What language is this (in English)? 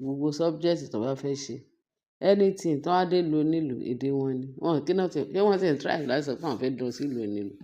Yoruba